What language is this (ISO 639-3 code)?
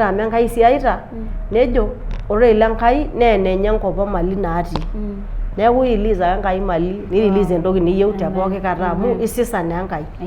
mas